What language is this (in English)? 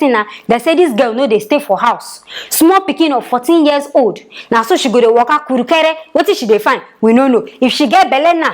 Nigerian Pidgin